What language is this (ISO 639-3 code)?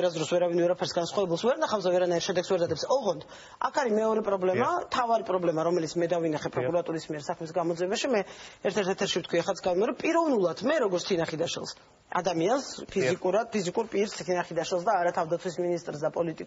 kat